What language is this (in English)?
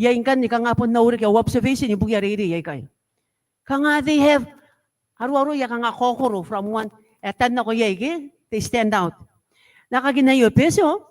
Gilbertese